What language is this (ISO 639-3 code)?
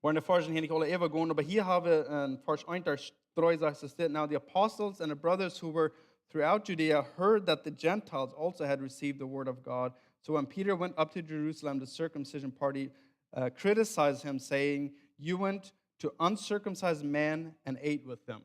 pdt